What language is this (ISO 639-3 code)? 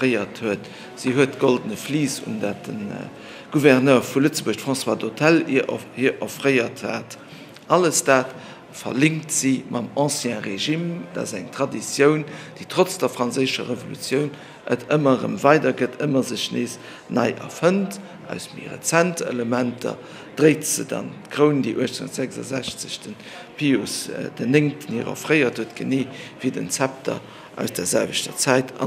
ltz